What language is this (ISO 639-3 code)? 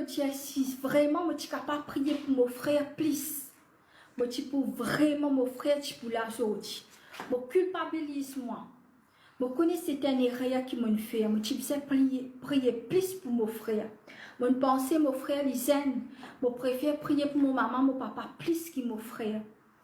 mfe